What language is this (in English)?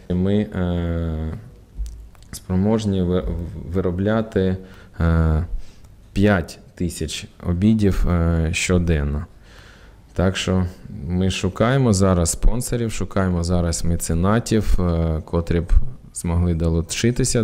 Ukrainian